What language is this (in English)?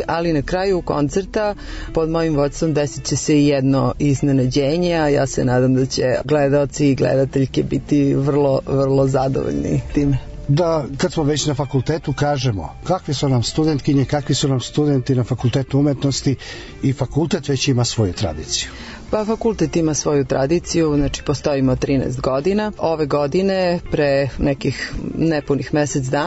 Serbian